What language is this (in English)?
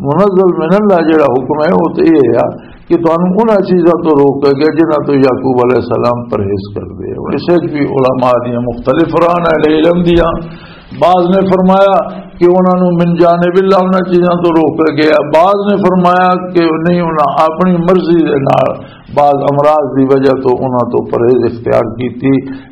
Western Panjabi